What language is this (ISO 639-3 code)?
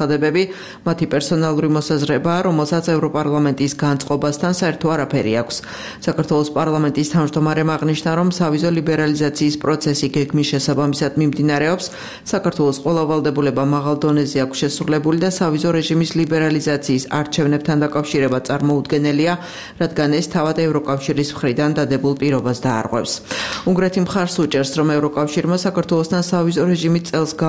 kat